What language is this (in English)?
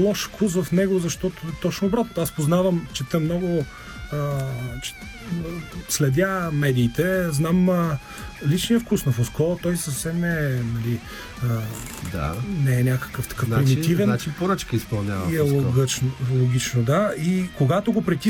Bulgarian